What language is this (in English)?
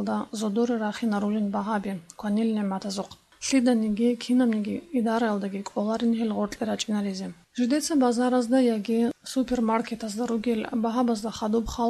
Avaric